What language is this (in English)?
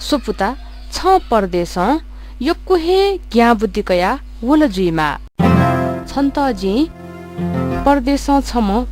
Newari